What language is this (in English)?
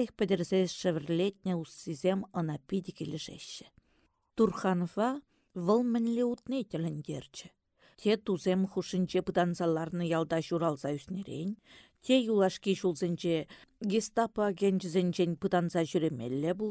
Chuvash